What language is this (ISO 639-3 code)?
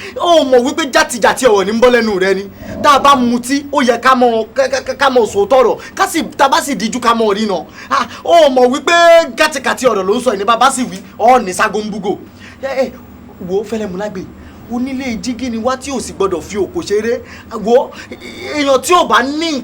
yor